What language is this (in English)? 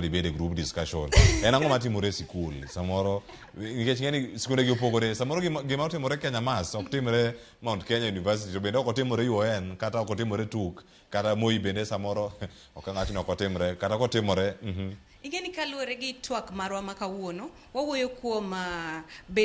Luo (Kenya and Tanzania)